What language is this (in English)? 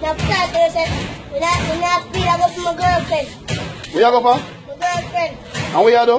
Jamaican Creole English